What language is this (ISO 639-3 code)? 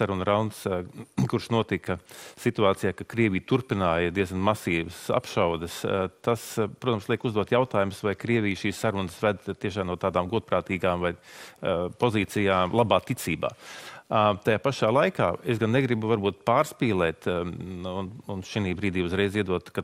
lav